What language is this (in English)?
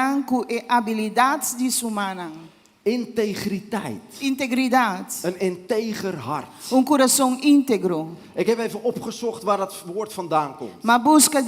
Papiamento